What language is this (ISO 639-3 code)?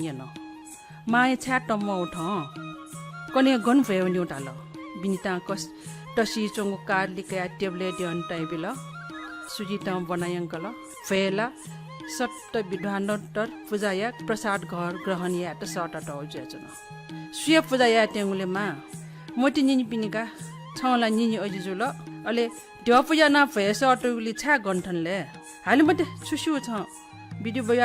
new